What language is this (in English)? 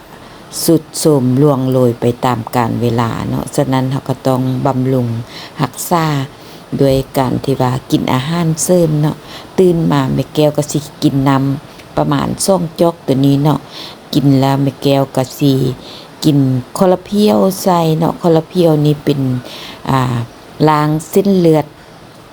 Lao